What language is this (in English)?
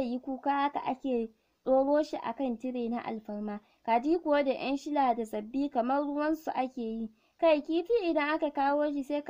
Hausa